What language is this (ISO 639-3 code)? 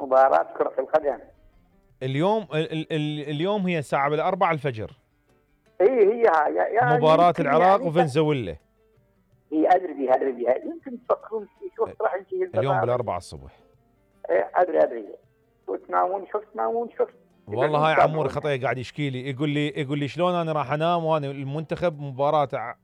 acm